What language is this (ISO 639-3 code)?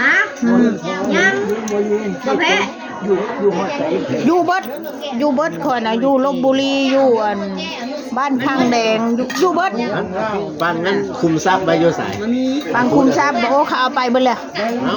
tts